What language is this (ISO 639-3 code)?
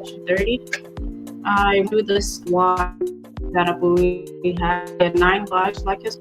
ach